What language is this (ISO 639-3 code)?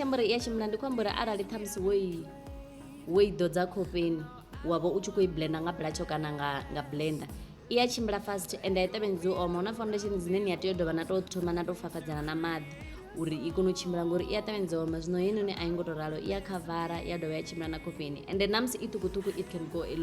ven